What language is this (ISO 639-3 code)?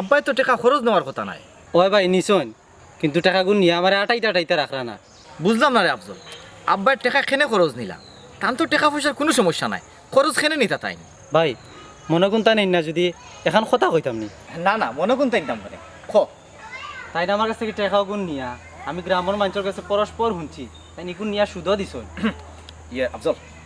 syl